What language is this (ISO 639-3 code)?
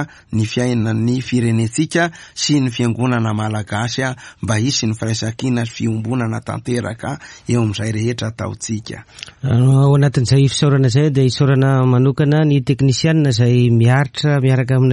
mlg